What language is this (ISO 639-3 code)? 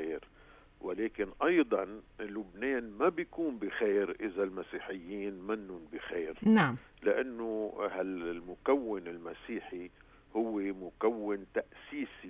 apc